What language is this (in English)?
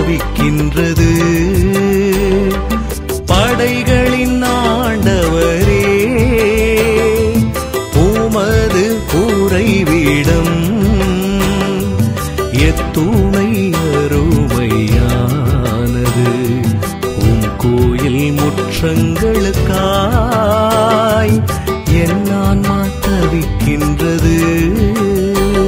Tamil